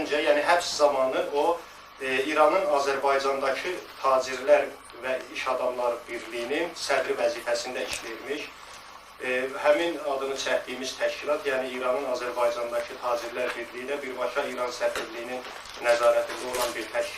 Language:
Azerbaijani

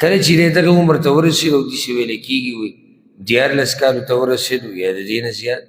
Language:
Pashto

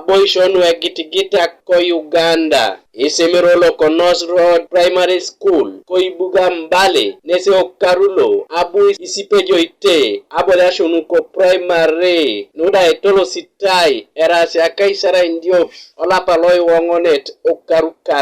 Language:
Teso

